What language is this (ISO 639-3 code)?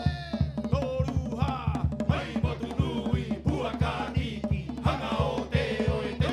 rap